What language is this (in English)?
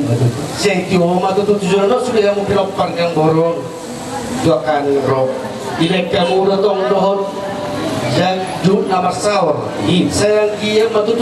Batak Toba